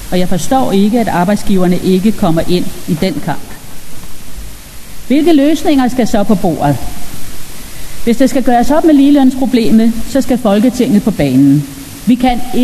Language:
Danish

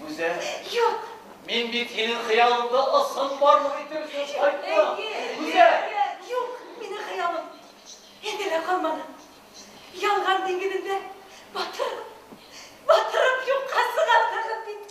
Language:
Bashkir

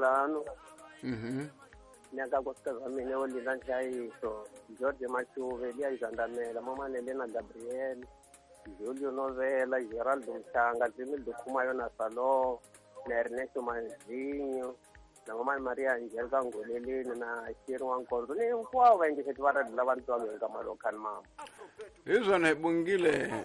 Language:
Tsonga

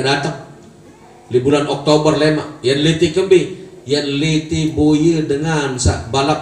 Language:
Sasak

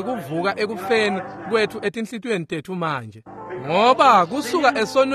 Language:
Swati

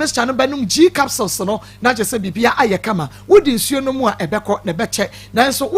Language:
Akan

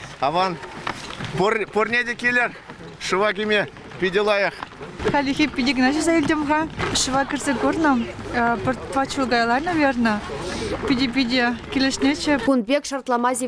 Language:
Chuvash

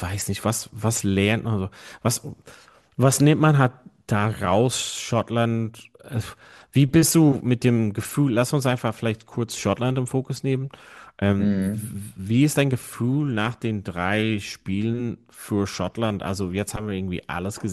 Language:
German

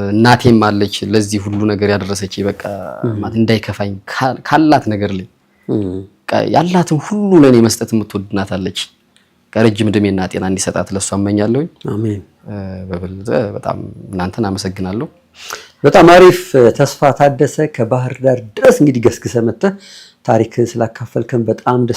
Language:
Amharic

